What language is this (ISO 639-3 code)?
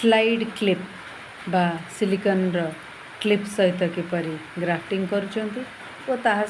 ori